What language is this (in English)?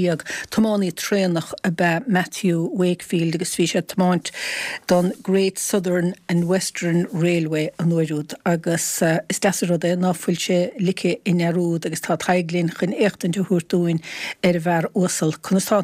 Irish